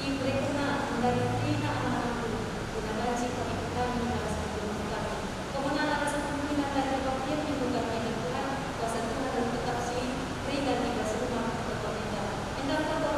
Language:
Batak Karo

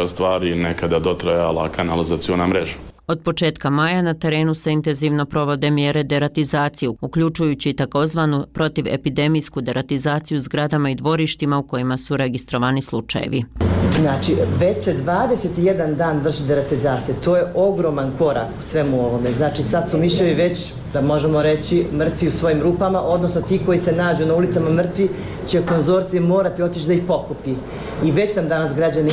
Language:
Bosnian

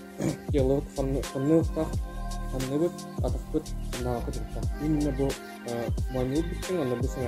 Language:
Yakut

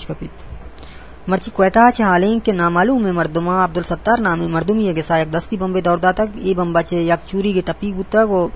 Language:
Eastern Balochi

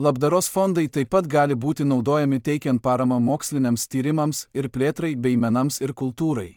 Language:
Lithuanian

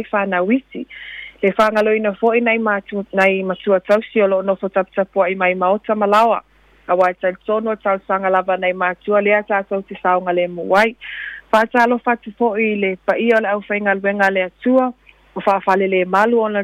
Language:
Samoan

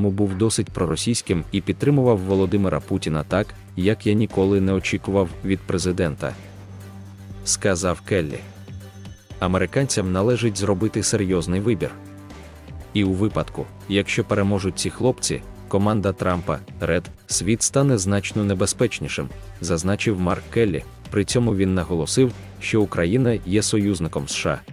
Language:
Ukrainian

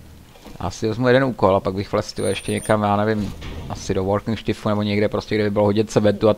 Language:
Czech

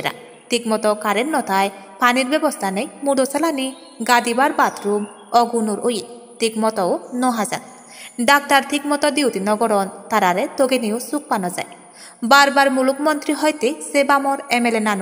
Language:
Chakma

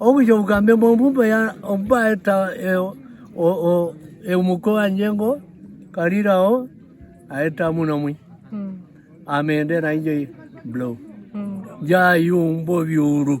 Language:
Herero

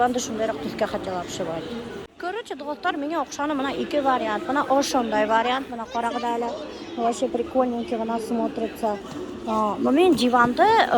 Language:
Bashkir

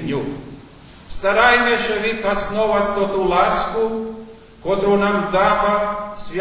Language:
Rusyn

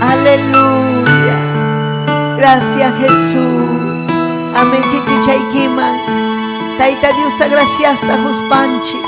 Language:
Ayacucho Quechua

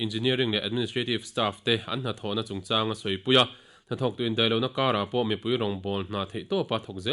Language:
Mizo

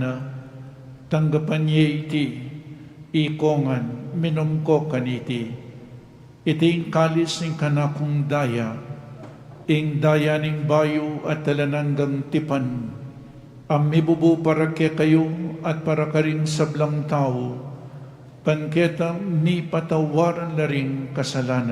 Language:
Pampanga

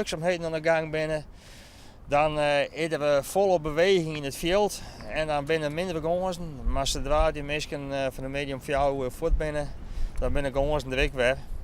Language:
Western Frisian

